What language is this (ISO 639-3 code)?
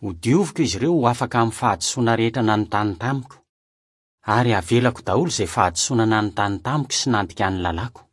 mlg